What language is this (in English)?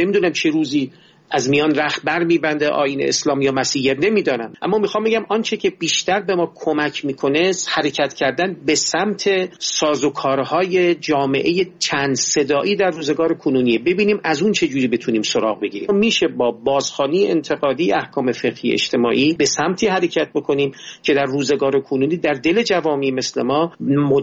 Persian